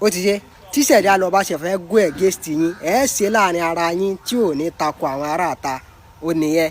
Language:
Yoruba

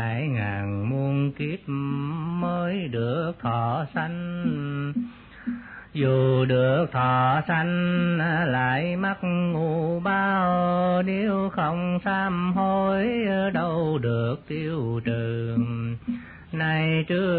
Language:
Vietnamese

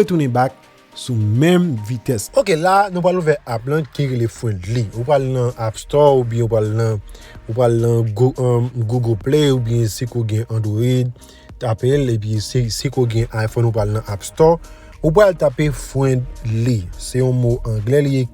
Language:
Haitian Creole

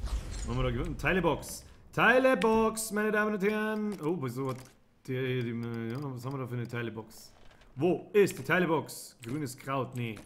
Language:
Bavarian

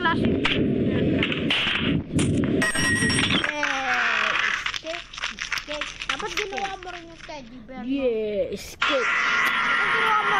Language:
Filipino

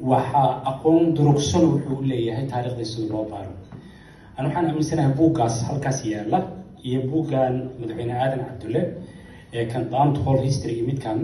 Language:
Somali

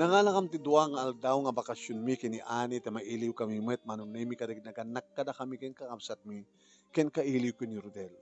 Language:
Iloko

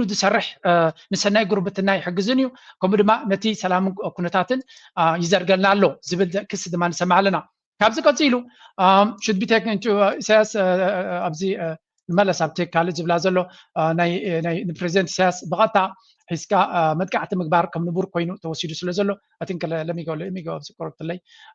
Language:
Tigrinya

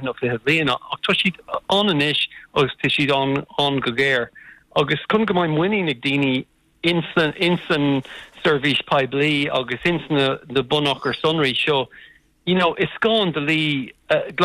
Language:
Irish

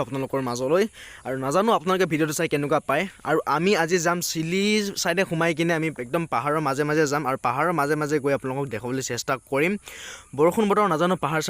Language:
Assamese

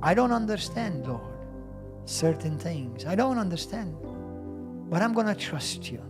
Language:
English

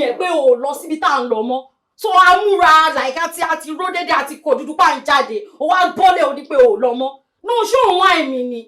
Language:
Yoruba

